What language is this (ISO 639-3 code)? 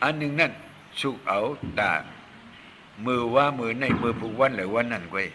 shn